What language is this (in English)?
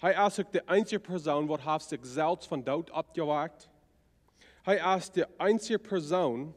Plautdietsch